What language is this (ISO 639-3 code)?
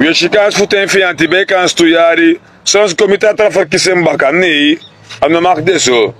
srn